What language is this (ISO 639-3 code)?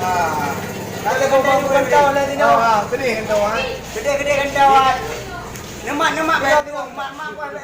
ace